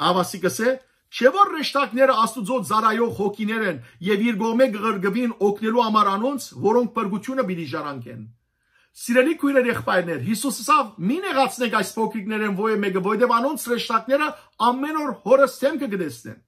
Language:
Western Armenian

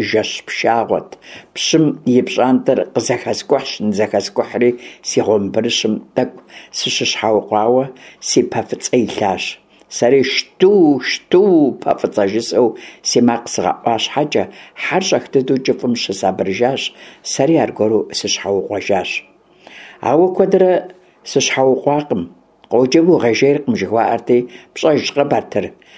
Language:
Kabardian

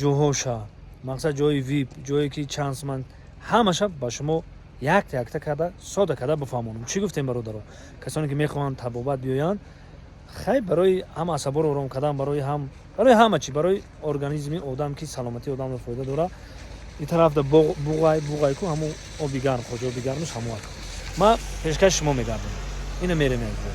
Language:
Tajik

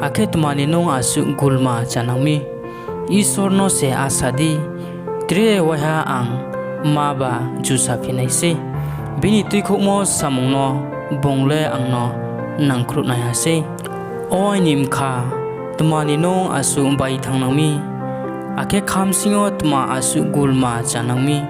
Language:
Riang (India)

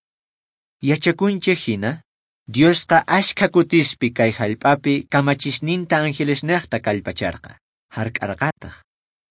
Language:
Quechua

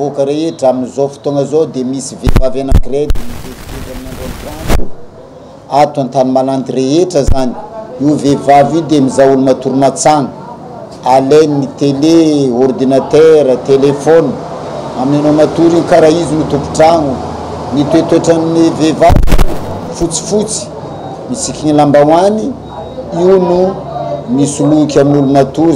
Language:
Malagasy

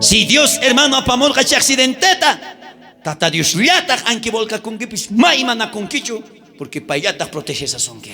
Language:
South Bolivian Quechua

